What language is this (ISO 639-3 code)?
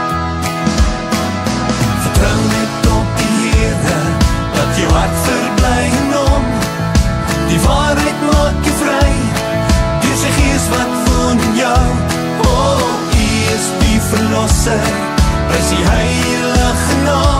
afr